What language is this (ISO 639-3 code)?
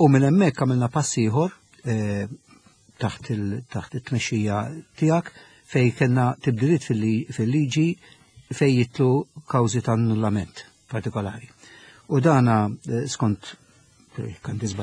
mlt